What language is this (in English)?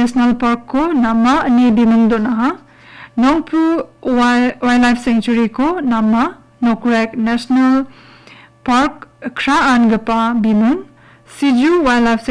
Garo